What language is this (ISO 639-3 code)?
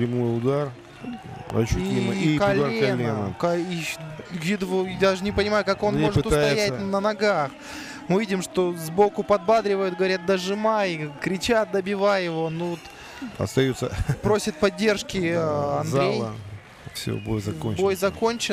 rus